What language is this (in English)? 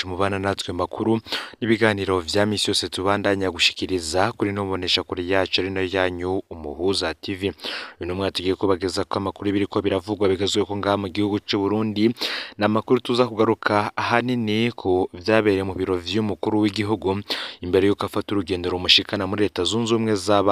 Rundi